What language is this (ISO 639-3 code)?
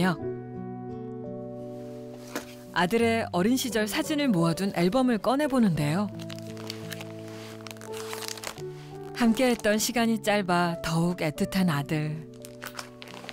kor